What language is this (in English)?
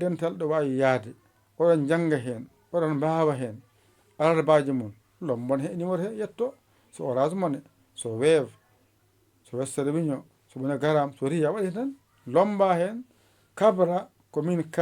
Fula